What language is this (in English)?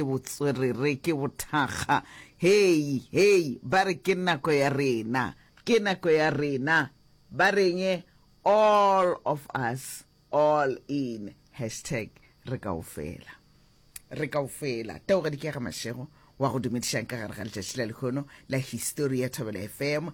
Northern Sotho